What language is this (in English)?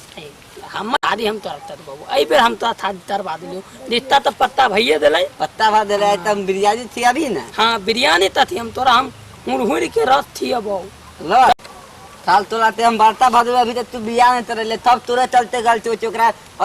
Maithili